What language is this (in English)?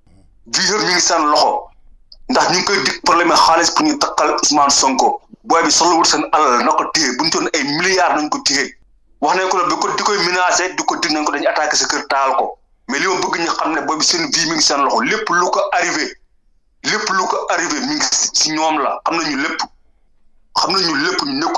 Wolof